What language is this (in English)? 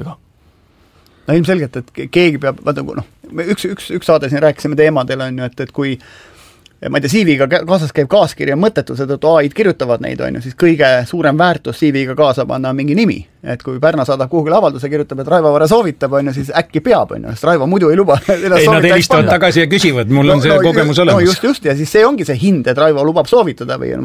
Estonian